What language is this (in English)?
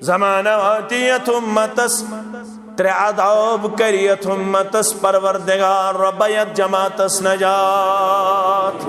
Kashmiri